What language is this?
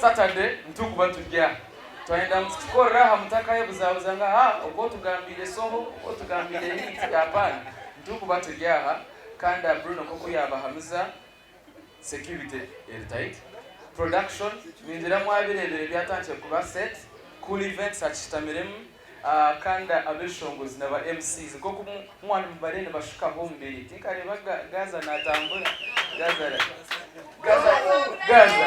Nyankole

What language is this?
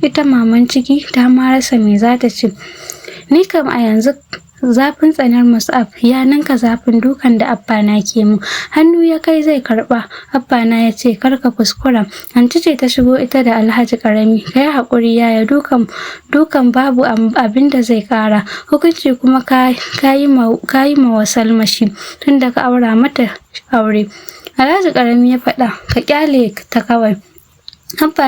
Hausa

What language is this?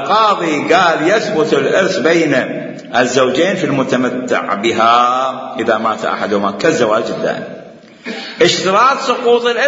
Mesopotamian Arabic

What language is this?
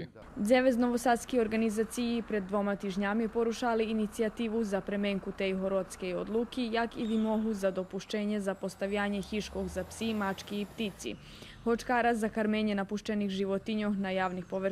Rusyn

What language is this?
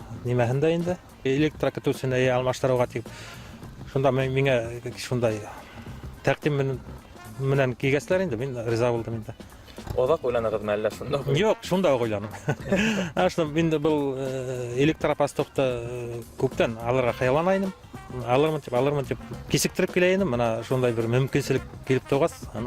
Bashkir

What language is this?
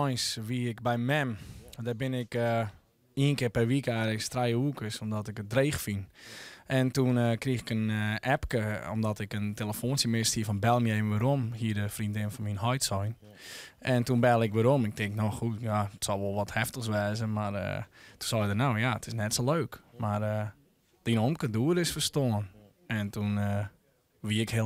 Western Frisian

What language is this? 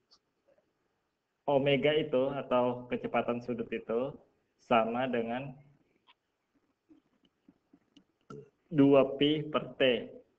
Indonesian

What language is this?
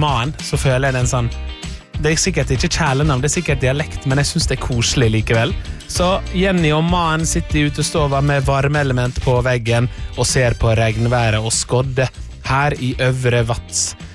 Norwegian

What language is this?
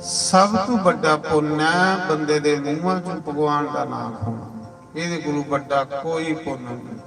Dogri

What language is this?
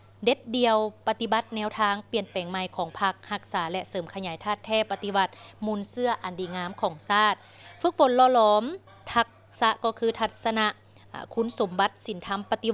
Lao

